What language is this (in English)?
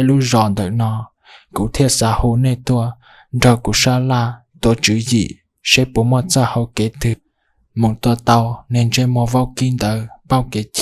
Hmong